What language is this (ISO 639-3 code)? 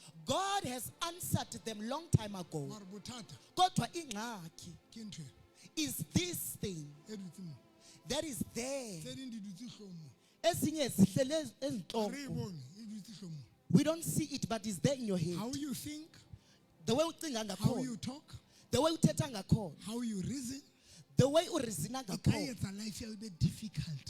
sot